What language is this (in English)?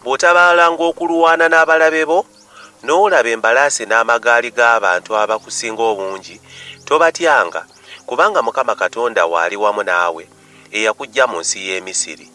Ganda